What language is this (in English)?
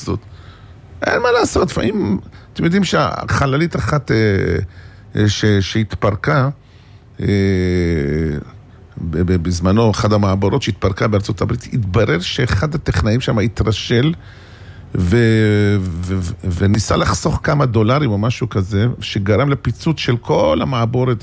Hebrew